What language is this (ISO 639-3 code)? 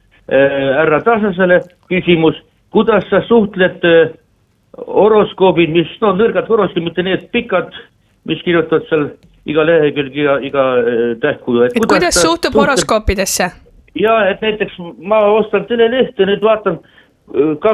est